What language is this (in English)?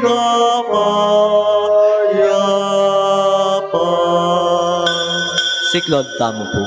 Pampanga